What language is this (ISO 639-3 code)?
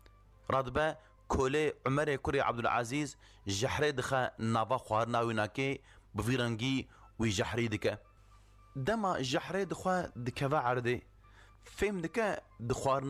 kur